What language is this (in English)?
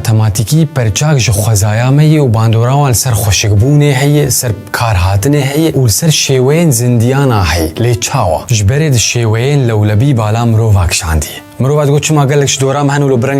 Kurdish